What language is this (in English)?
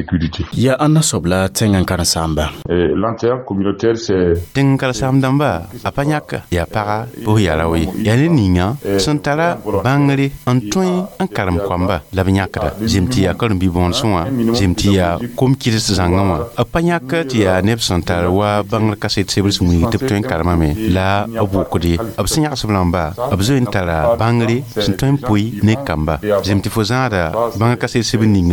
Mossi